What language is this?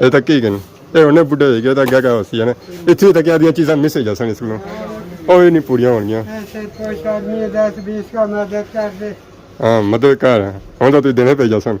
Pahari-Potwari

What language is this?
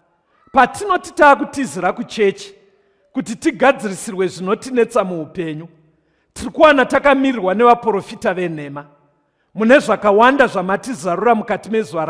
Shona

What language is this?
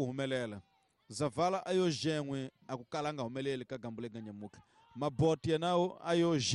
Tsonga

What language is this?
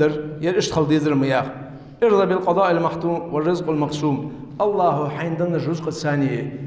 Ingush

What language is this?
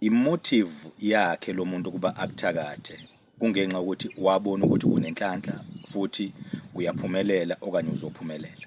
Zulu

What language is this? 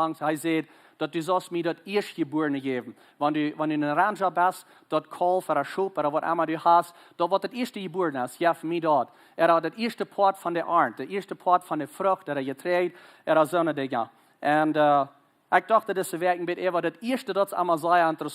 Plautdietsch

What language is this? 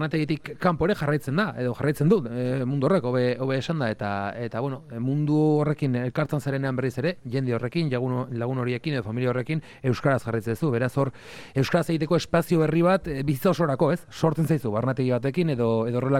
Basque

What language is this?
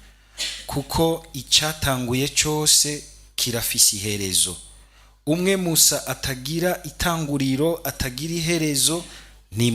Rundi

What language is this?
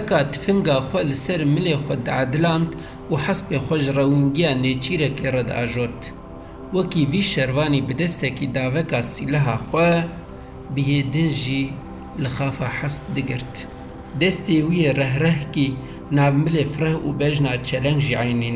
Kurdish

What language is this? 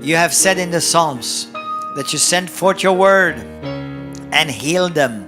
English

